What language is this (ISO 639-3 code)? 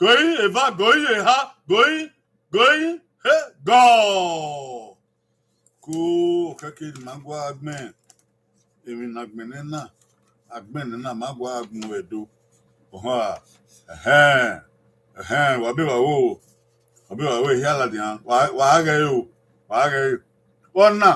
bin